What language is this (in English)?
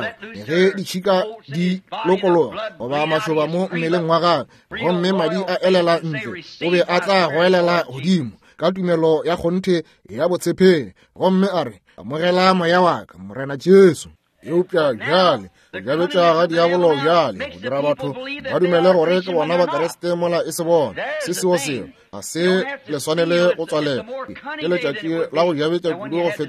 Northern Sotho